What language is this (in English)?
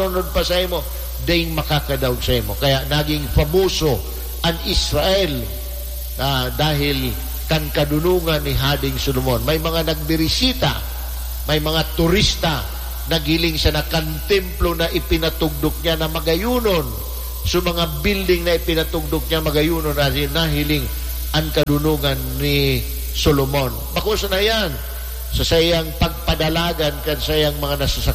Bikol